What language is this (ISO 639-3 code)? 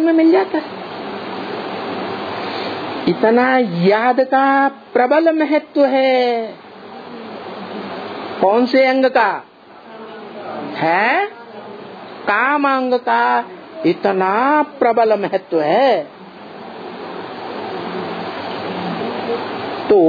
hin